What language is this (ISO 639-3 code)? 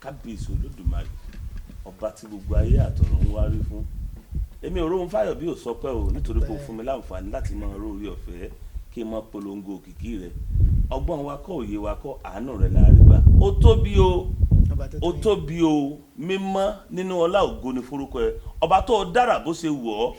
yor